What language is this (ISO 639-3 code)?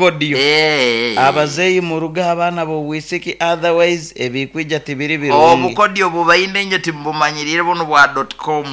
nyo